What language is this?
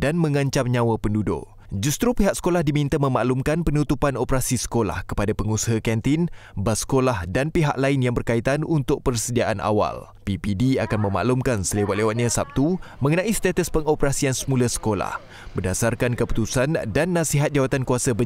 Malay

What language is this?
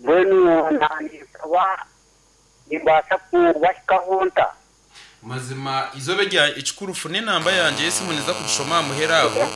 Nyankole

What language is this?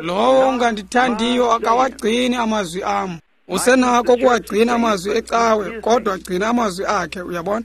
Xhosa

